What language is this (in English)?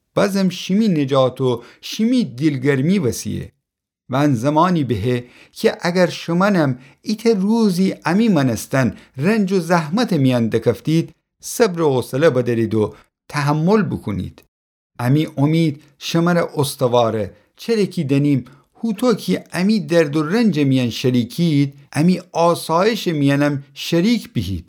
Gilaki